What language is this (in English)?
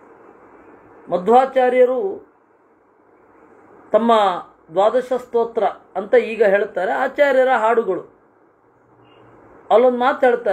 Kannada